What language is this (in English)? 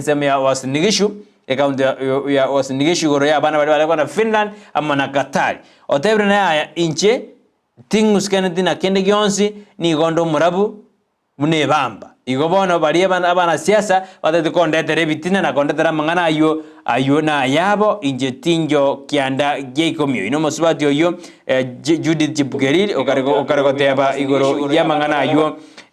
Gusii